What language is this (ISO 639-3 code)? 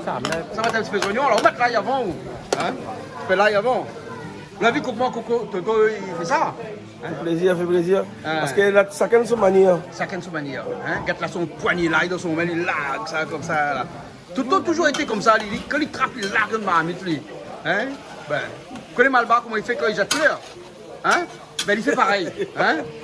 rcf